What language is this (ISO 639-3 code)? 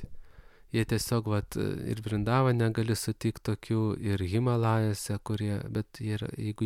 lit